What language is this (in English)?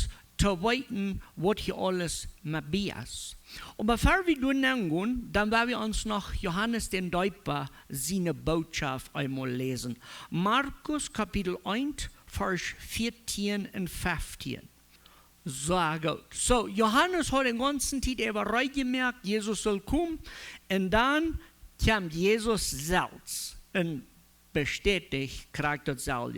Plautdietsch